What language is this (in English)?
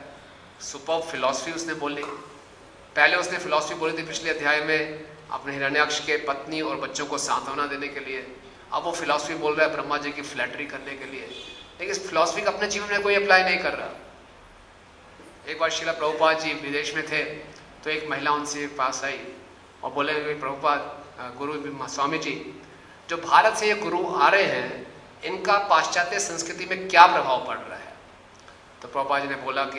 Hindi